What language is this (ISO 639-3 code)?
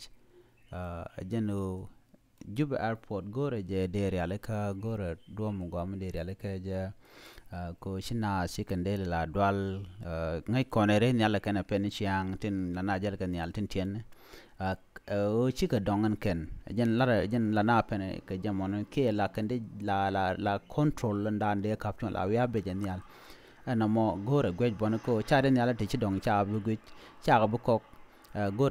nus